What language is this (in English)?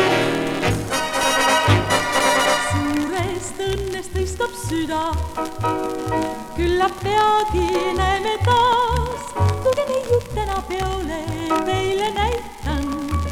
Estonian